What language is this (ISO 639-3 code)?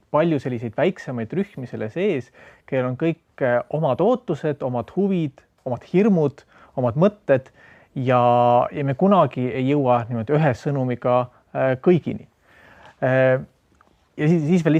est